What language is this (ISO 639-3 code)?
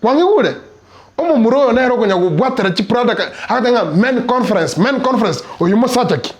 guz